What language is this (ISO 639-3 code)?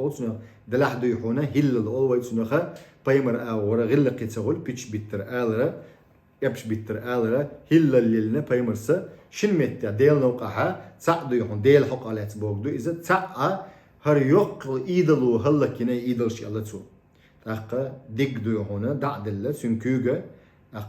che